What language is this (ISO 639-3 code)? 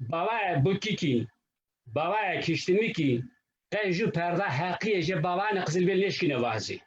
zza